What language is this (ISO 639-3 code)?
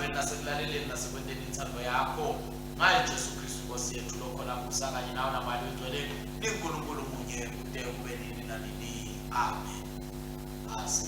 ssw